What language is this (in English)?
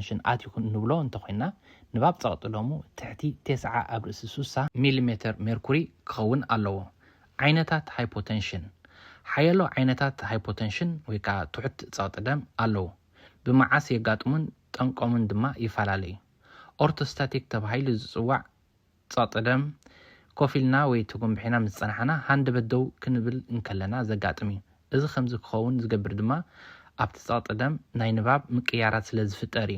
Tigrinya